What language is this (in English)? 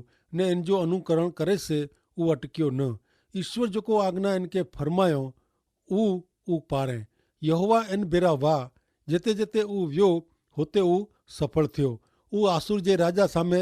Kachhi